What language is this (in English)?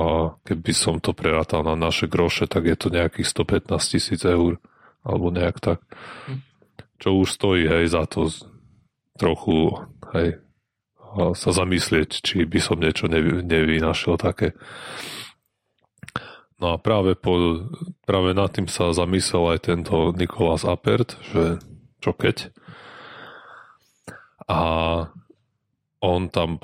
Slovak